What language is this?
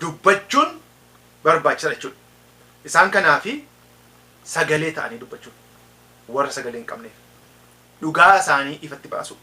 Oromo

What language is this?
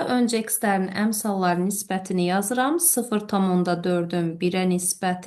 Azerbaijani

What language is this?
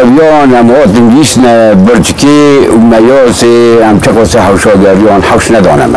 Kurdish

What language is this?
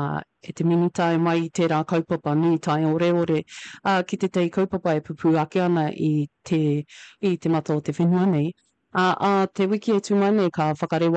Māori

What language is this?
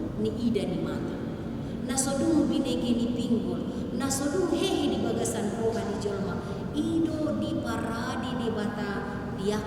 Batak Toba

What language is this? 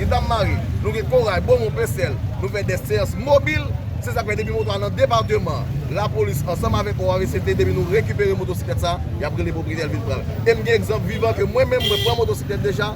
Haitian Creole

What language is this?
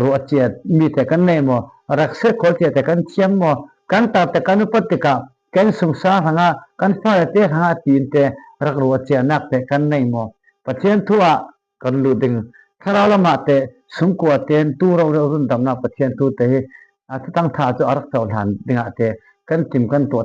Falam Chin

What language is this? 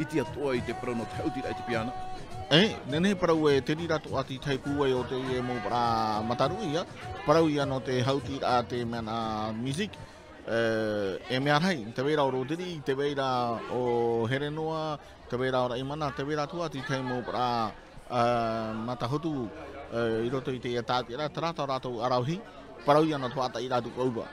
Tahitian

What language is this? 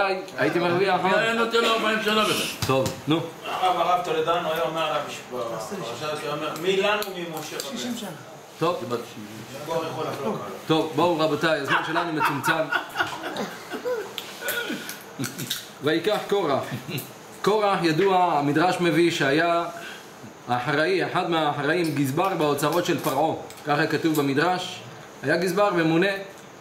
Hebrew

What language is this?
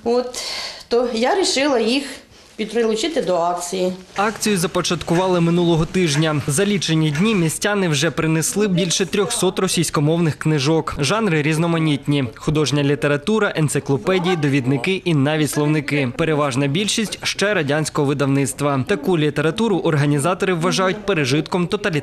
Ukrainian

